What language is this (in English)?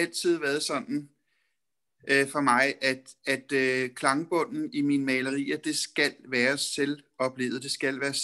Danish